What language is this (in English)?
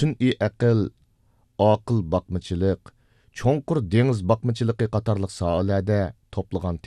Uyghur